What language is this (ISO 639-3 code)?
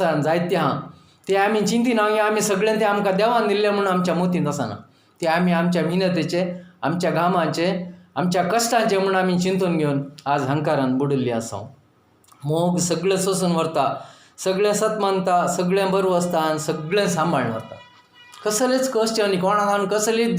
kok